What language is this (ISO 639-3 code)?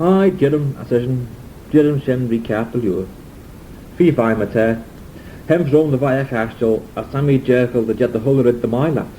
glv